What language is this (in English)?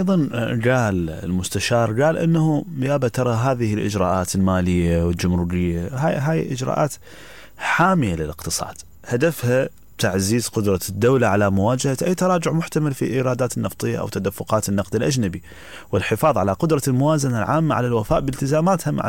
Mesopotamian Arabic